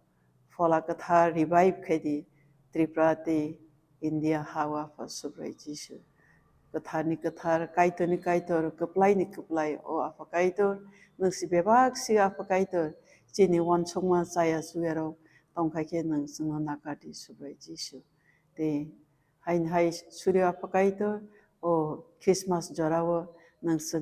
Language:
Kok Borok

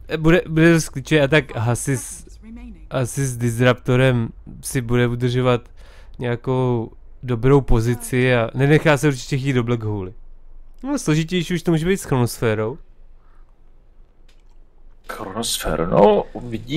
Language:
Czech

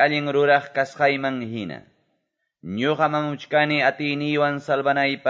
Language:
Quechua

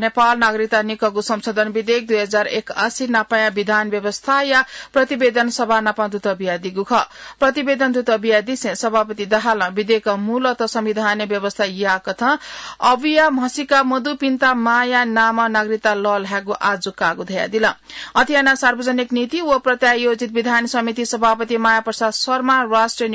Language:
Newari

